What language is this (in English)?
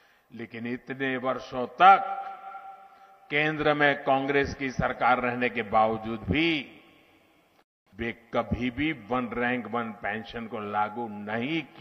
Hindi